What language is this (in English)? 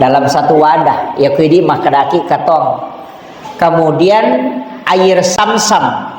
Buginese